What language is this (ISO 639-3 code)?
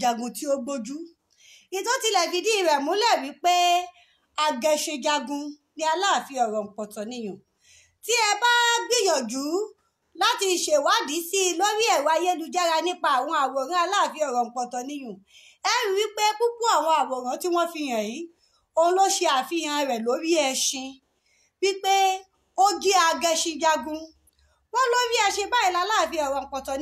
yor